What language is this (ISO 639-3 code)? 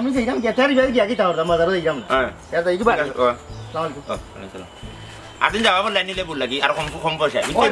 syl